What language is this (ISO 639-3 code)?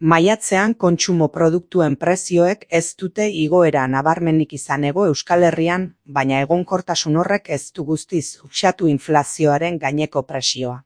eus